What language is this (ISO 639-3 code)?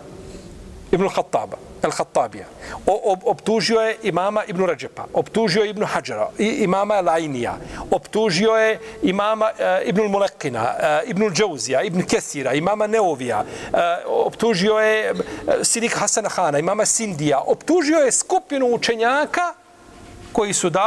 bos